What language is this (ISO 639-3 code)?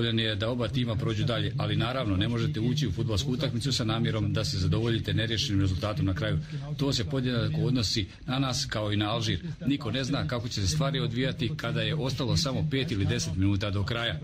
hrv